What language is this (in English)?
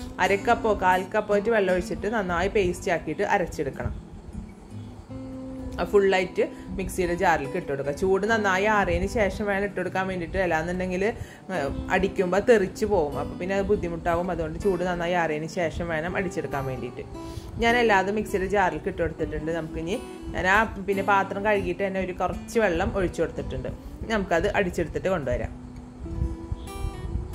Malayalam